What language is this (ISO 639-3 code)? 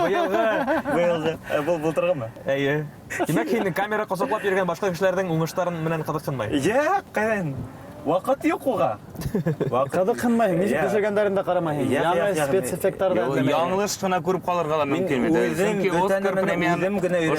bak